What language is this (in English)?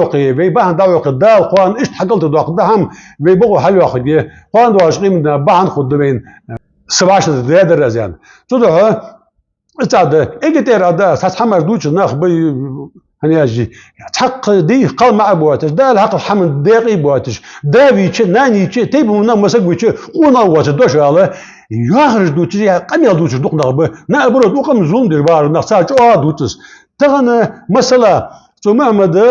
Ingush